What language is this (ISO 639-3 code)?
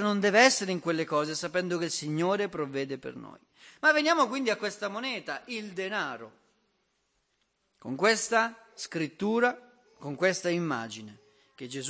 ita